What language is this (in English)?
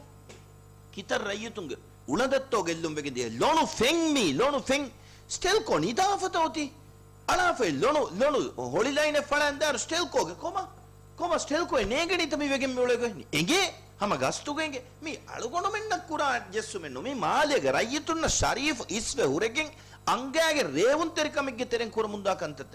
Divehi